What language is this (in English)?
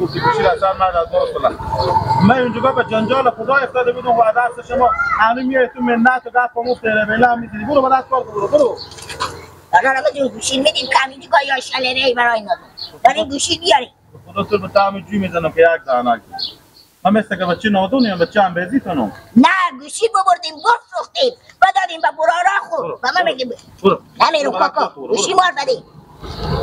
Persian